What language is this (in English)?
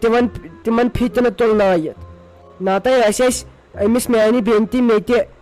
Kashmiri